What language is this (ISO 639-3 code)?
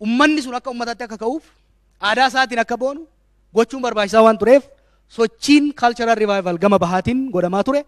orm